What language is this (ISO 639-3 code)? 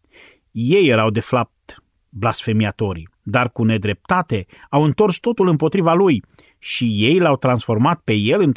ron